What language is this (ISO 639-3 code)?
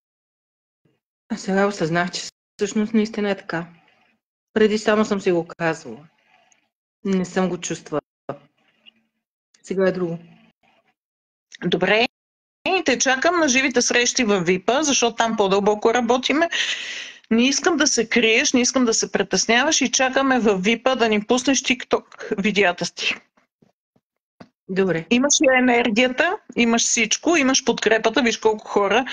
bul